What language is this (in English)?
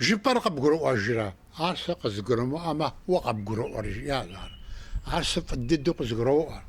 Kabardian